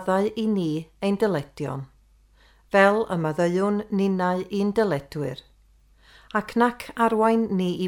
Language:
Welsh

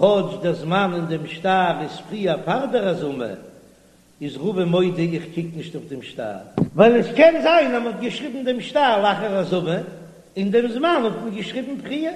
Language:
Yiddish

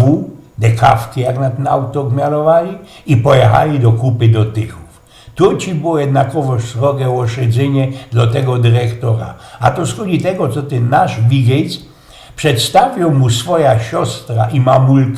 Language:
Silesian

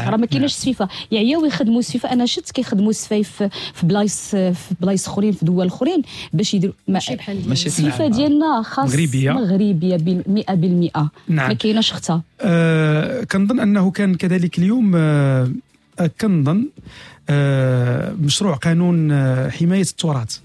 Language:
Moroccan Arabic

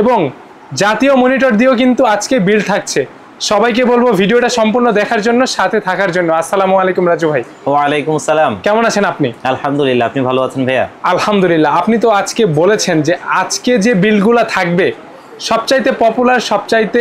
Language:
Bangla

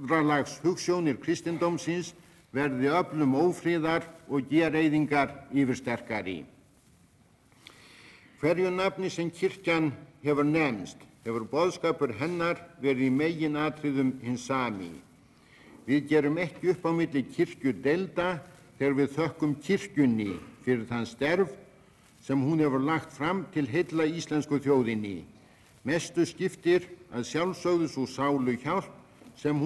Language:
Icelandic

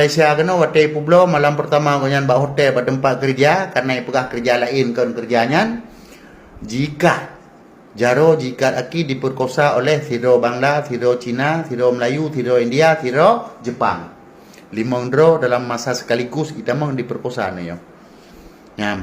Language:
Achinese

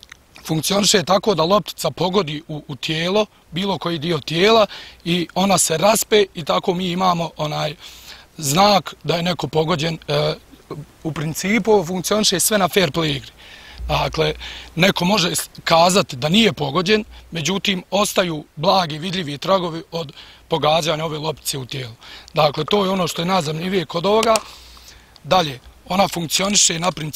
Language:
Bosnian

